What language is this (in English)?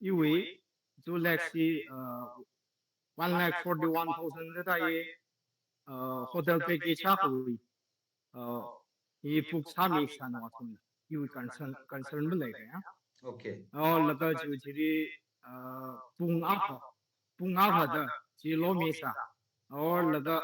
Tangkhul Naga (India)